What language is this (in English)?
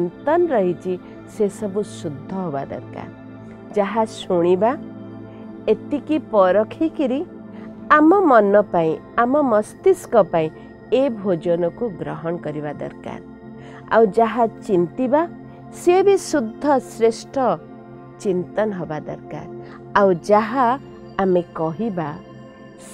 Odia